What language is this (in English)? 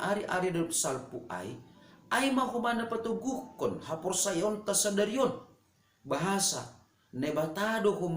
Batak Simalungun